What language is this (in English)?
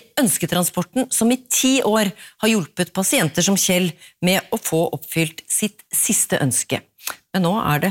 Norwegian